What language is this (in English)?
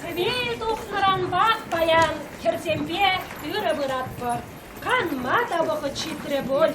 Chuvash